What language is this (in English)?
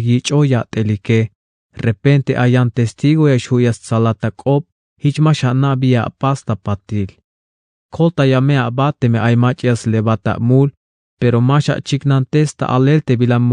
Tzeltal